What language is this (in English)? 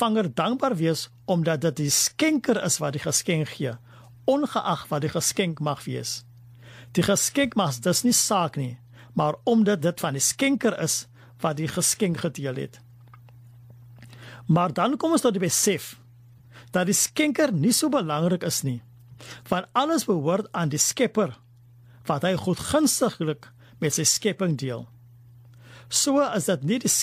Afrikaans